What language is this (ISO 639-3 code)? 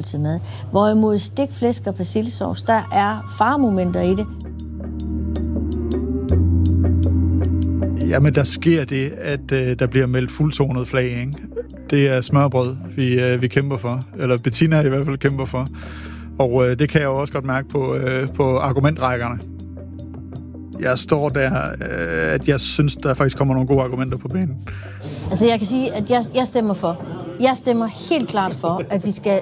dan